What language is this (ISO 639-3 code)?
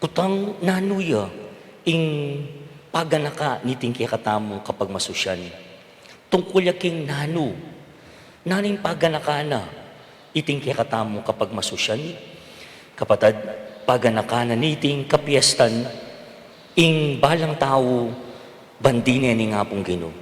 pam